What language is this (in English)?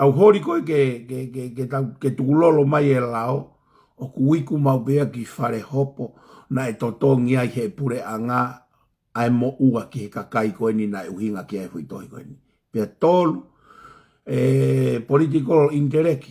Tongan